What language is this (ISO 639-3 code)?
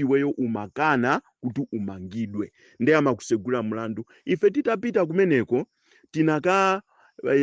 nya